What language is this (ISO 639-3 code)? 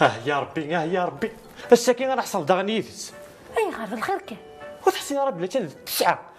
kab